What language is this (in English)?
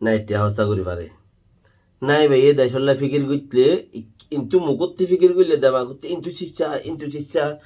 Rohingya